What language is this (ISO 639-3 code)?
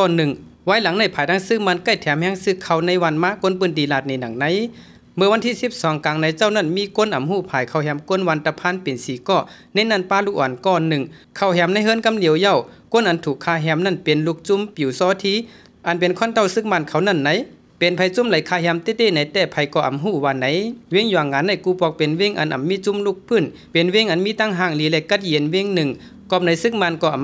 shn